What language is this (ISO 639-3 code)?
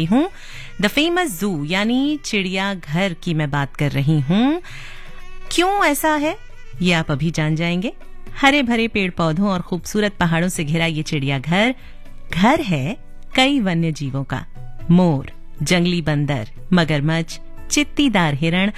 hin